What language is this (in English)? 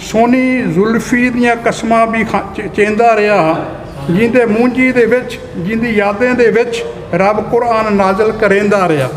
Saraiki